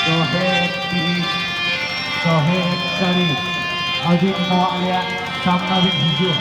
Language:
Santali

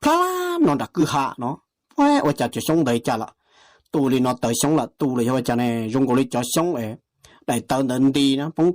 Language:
Hmong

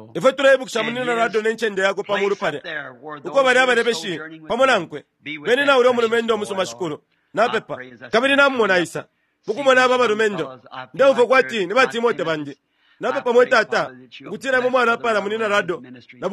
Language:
Bemba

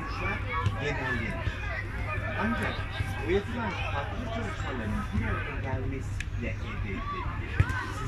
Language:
Turkish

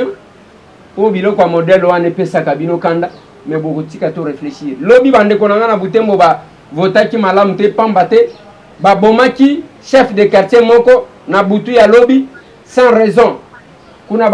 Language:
Lingala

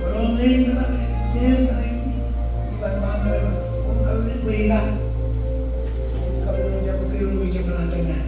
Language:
Marshallese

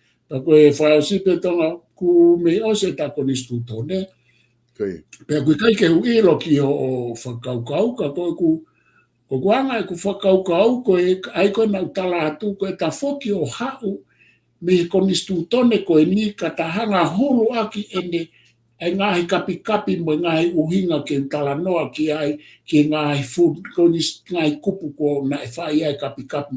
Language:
Tongan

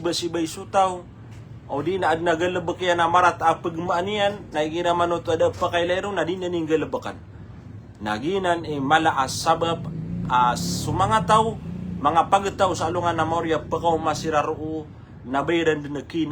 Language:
Maranao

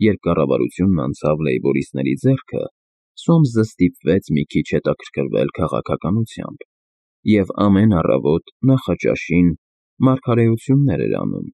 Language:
Armenian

